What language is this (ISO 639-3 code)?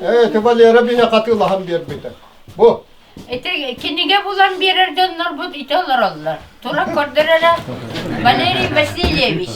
sah